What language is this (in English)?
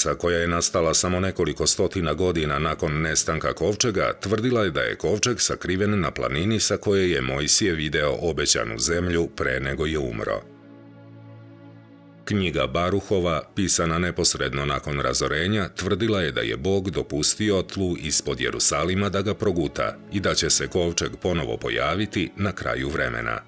Serbian